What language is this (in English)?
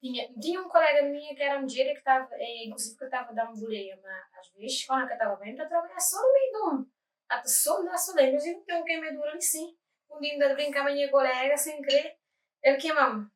Kabuverdianu